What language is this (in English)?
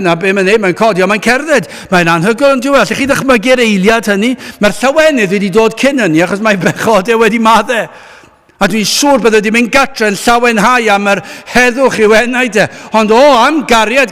Welsh